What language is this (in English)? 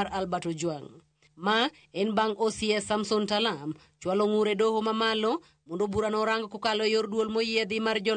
Luo (Kenya and Tanzania)